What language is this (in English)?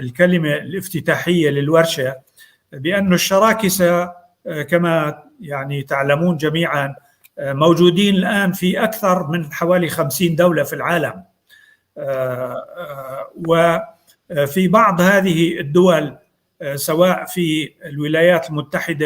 North Levantine Arabic